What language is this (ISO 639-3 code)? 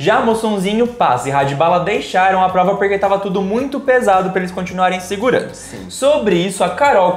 por